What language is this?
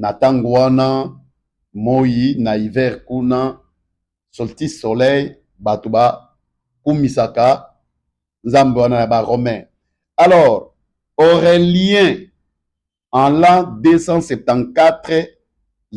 Lingala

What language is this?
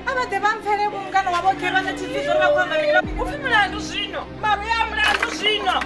Venda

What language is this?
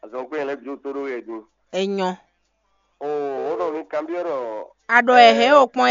Fon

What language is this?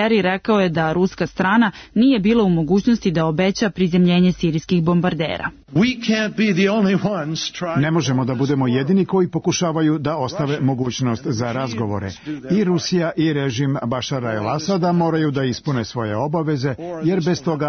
Serbian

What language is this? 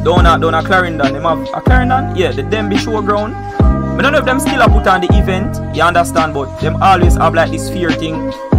Jamaican Creole English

